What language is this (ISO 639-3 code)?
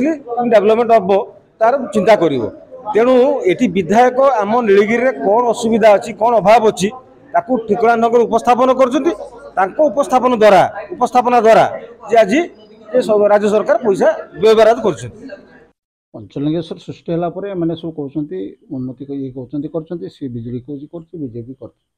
ori